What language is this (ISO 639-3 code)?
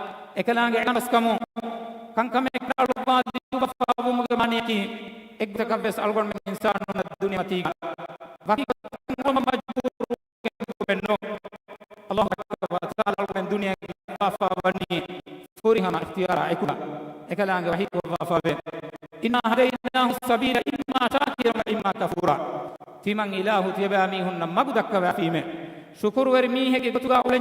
div